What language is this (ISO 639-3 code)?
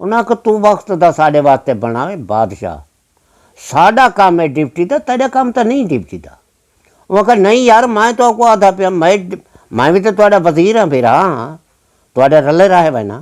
skr